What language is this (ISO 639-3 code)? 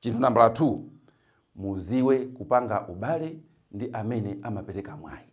nya